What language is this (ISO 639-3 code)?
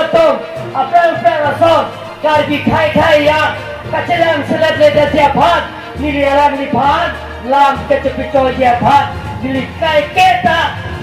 mjw